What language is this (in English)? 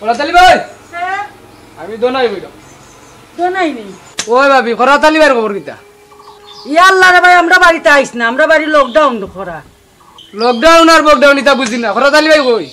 Sylheti